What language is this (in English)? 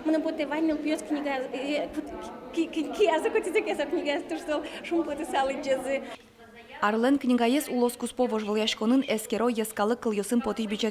Udmurt